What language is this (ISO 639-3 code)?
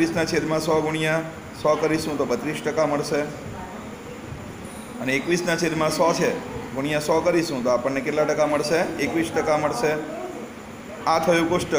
guj